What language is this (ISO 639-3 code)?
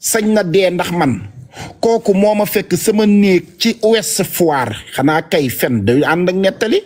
wol